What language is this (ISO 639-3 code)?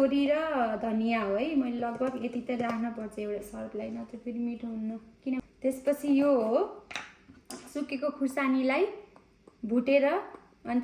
nep